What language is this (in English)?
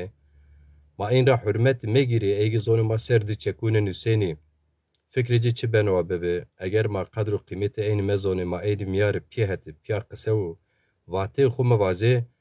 Zaza